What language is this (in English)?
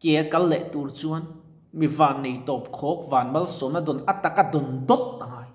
Mizo